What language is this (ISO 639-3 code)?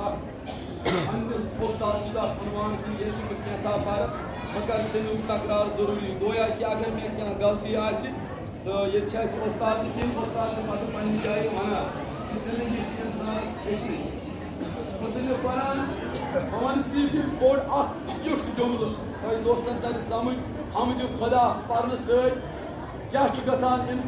kas